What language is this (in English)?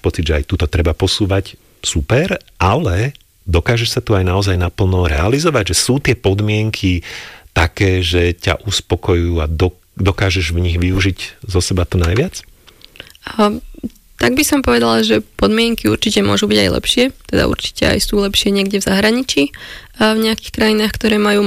Slovak